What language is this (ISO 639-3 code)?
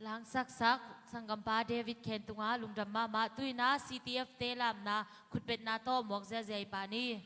ctd